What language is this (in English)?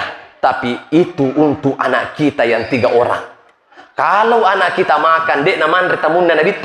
Buginese